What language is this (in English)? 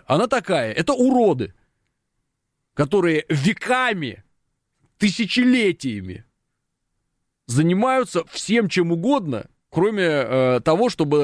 Russian